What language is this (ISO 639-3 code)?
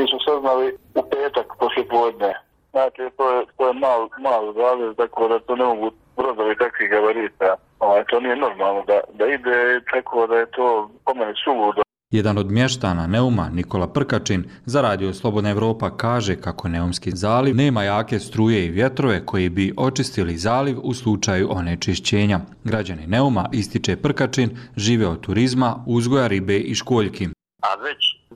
bos